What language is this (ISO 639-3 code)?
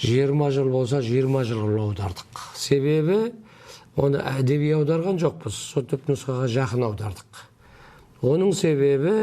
kaz